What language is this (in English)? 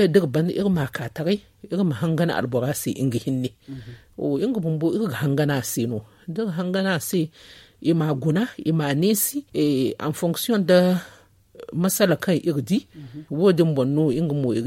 Zarma